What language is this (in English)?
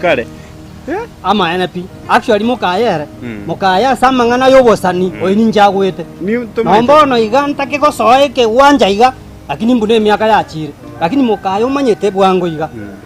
Gusii